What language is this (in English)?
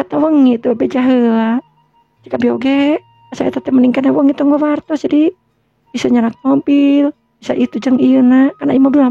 Sundanese